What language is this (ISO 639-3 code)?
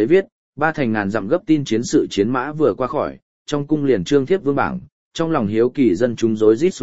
vie